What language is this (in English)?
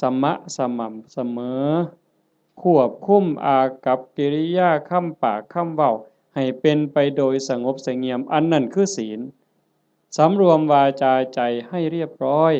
Northeastern Thai